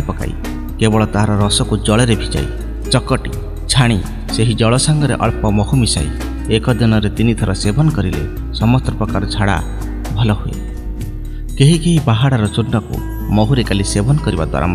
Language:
Odia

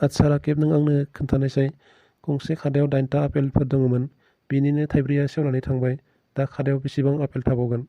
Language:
Bodo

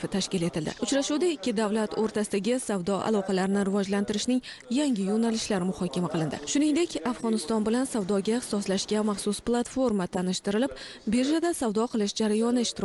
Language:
Uzbek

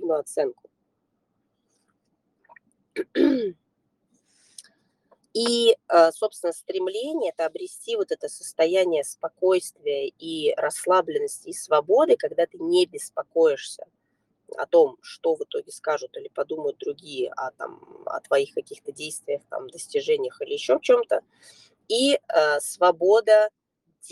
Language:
Russian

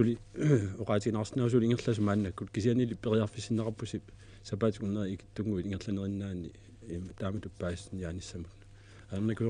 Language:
Kalaallisut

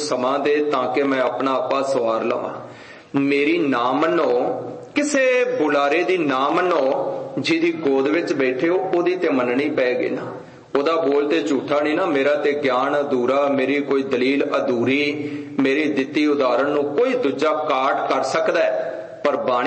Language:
Punjabi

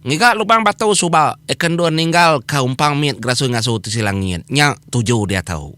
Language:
Iban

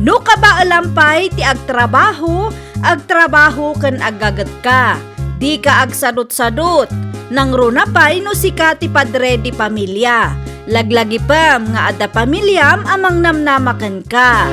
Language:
Iloko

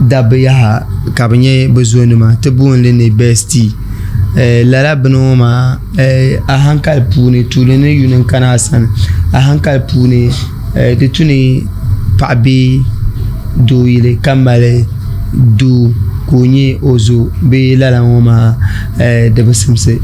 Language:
Dagbani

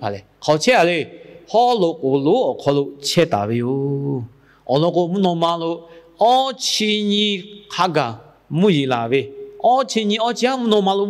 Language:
Lahu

